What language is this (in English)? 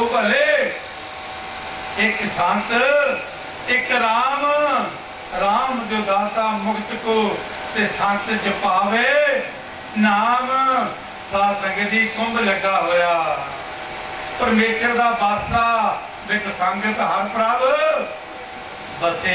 Punjabi